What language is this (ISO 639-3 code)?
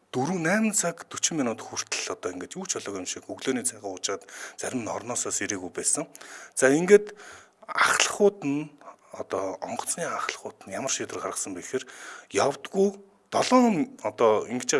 mon